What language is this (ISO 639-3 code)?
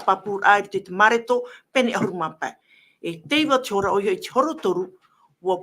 tah